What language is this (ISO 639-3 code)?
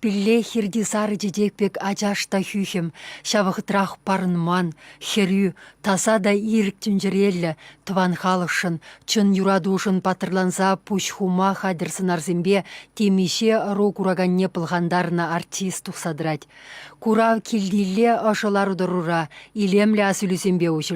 chv